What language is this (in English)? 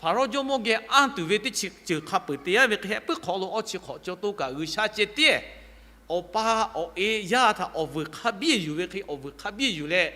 Lahu